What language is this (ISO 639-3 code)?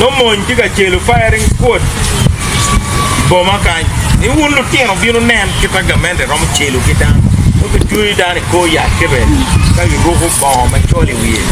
ach